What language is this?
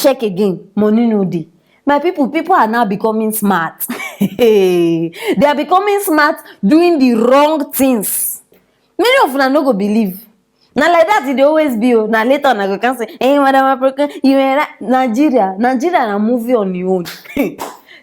Nigerian Pidgin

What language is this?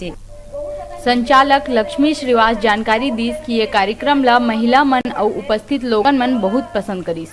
Chhattisgarhi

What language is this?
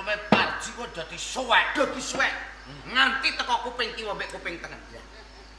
Javanese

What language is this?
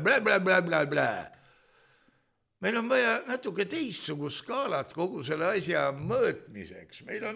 Estonian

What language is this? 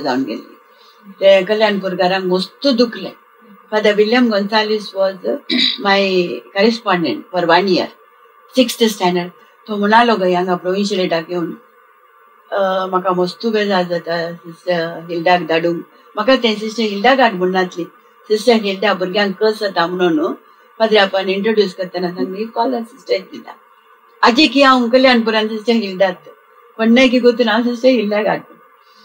Konkani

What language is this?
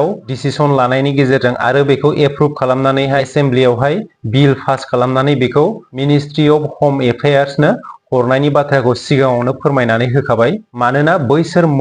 Bodo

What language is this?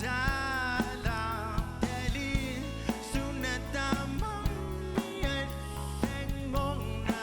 Kalaallisut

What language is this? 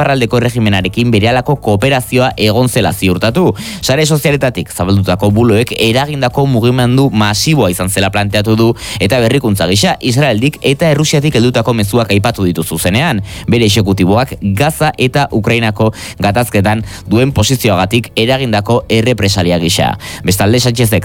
Basque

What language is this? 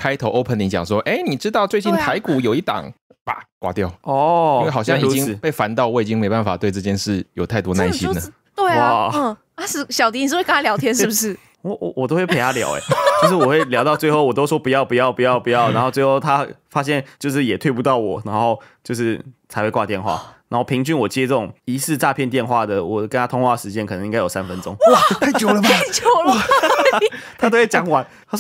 Chinese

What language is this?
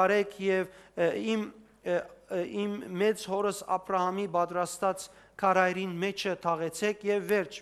Western Armenian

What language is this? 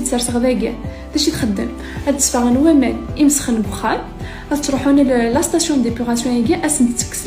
Kabyle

